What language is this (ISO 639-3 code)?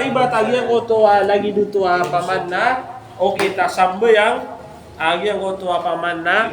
mrw